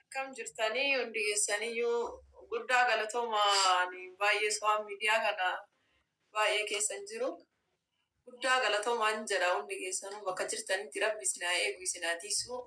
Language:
Oromo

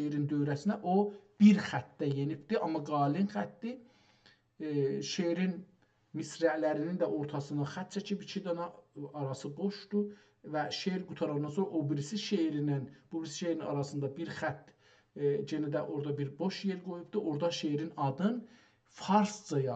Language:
South Azerbaijani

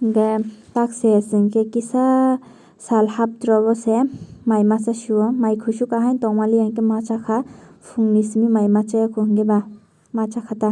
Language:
Kok Borok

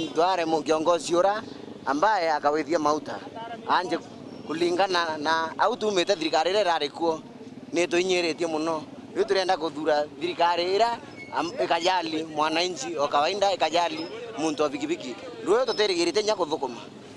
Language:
Meru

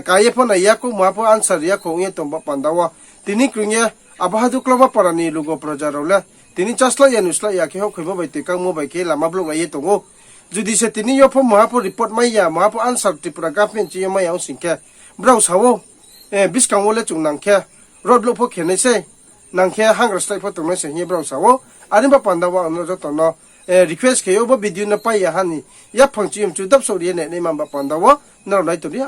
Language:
Riang (India)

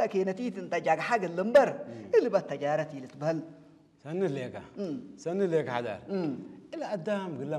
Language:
Tigrinya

